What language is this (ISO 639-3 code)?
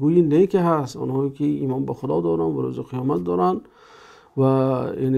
tgk